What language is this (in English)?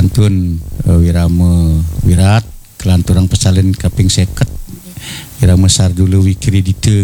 Balinese